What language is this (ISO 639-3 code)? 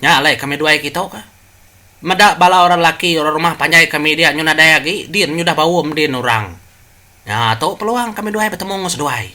iba